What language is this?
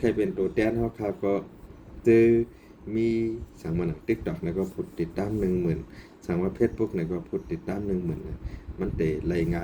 Shan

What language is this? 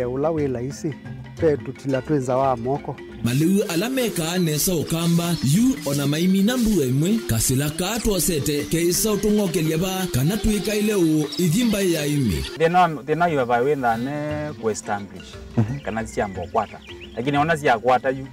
Kamba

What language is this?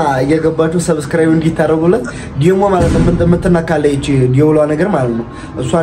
Amharic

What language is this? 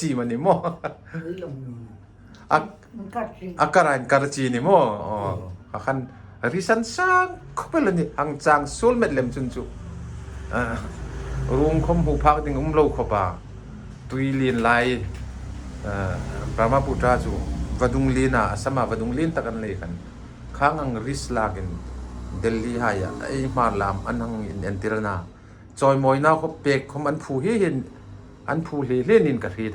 Hmar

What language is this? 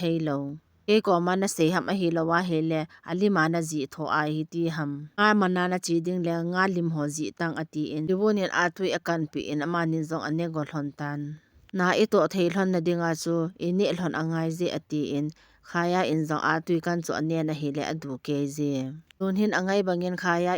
Thado Chin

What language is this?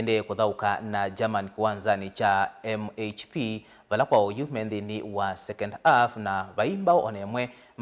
Kamba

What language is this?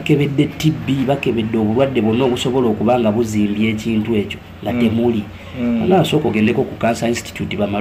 Ganda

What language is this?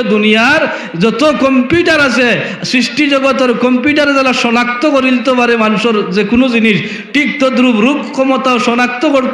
Sylheti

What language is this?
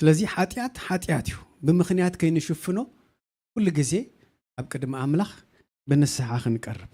Tigrinya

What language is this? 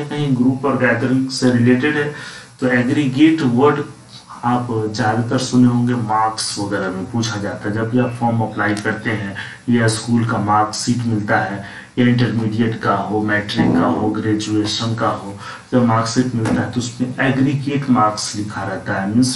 Hindi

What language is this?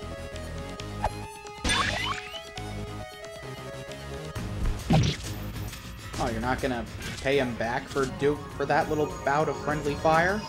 English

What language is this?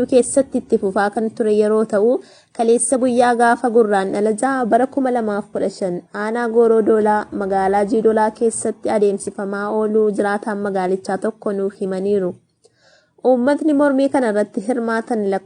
Oromo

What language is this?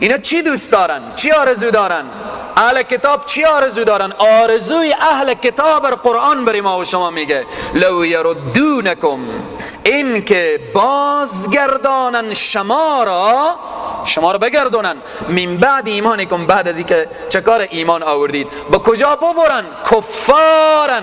Persian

